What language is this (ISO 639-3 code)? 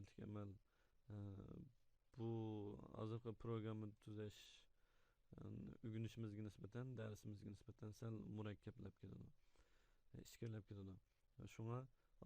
uig